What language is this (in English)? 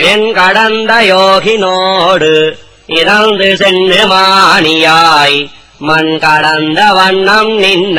Tamil